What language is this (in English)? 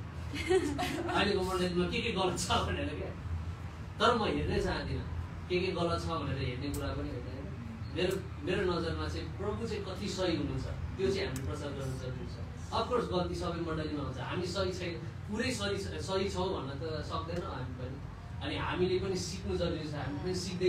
Nepali